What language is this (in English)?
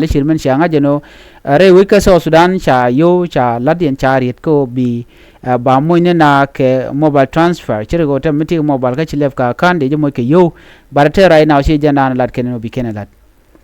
Nuer